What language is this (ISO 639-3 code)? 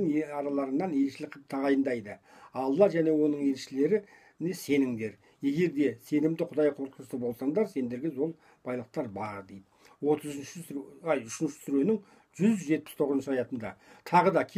kaz